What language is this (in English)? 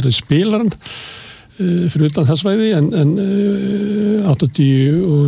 Icelandic